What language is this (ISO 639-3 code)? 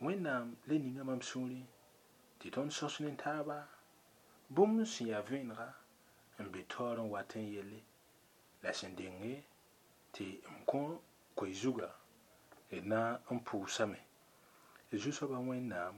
mos